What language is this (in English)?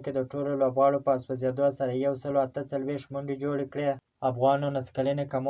Pashto